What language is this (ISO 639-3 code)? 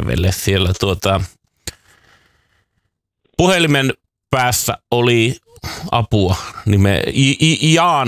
fin